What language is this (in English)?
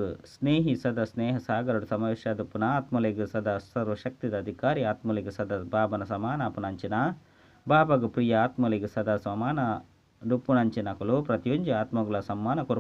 Tulu